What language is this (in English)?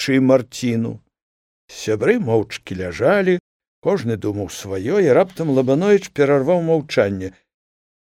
Belarusian